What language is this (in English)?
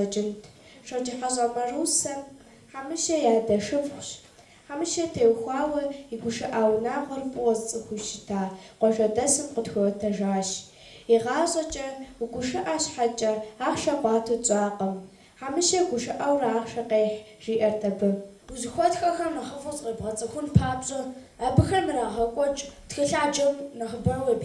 Kabardian